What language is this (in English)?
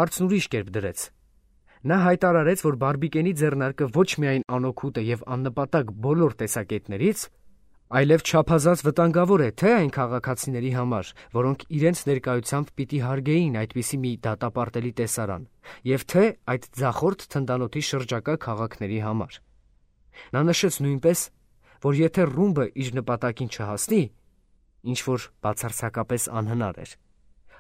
Armenian